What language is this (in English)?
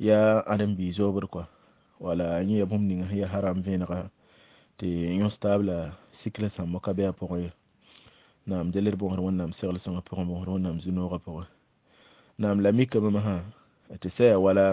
Mossi